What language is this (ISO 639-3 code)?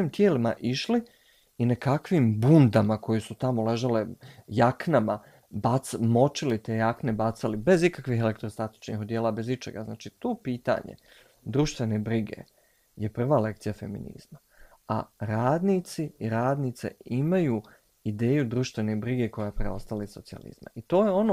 bos